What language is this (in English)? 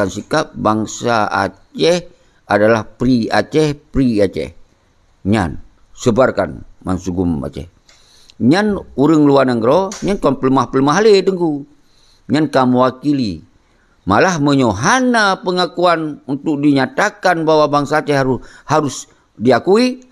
Achinese